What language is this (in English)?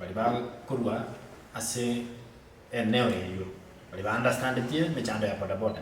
Gusii